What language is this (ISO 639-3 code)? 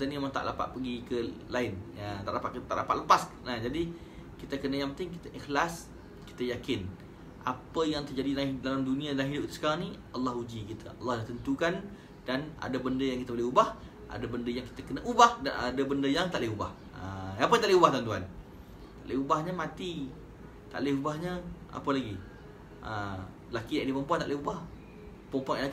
msa